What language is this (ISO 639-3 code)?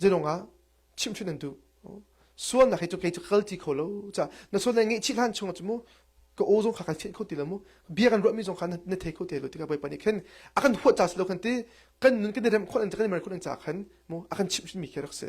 cnh